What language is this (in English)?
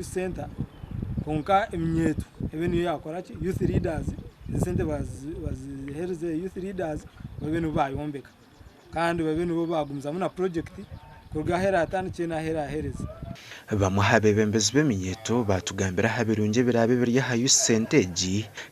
Nyankole